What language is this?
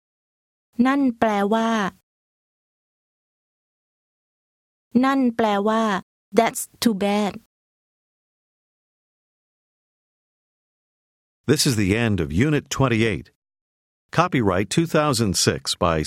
Thai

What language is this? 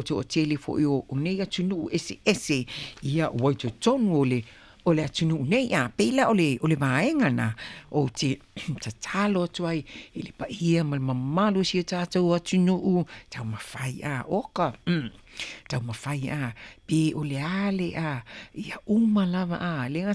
Samoan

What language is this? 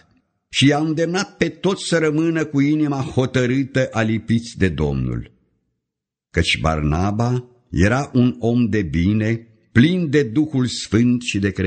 Romanian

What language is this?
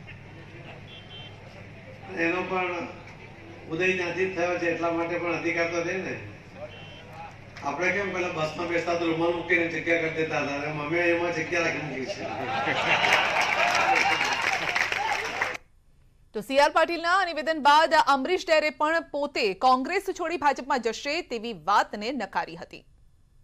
Gujarati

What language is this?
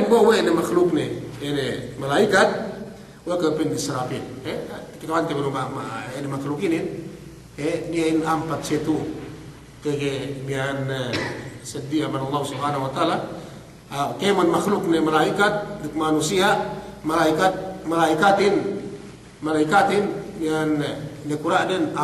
Yakan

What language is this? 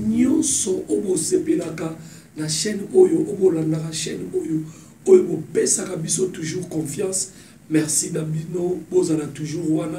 Lingala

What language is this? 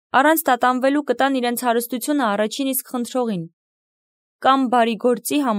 Armenian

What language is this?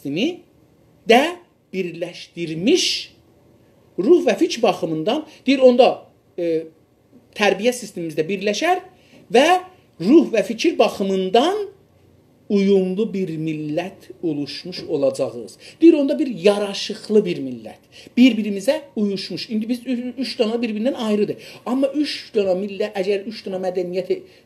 South Azerbaijani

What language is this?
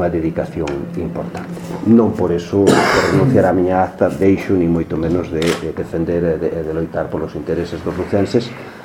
Galician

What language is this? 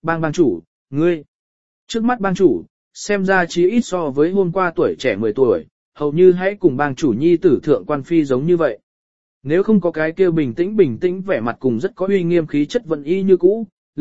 Vietnamese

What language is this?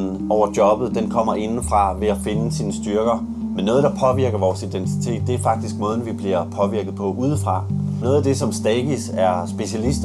Danish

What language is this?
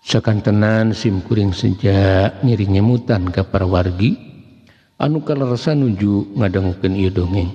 Sundanese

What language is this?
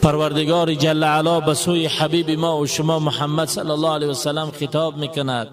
Tajik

